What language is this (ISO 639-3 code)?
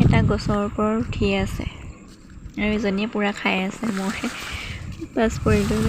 asm